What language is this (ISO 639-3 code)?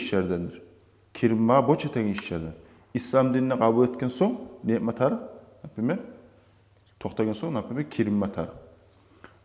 kum